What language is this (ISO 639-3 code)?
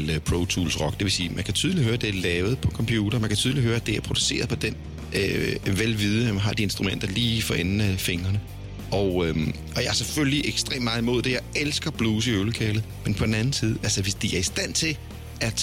dan